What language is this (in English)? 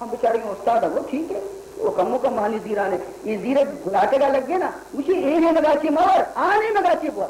Baluchi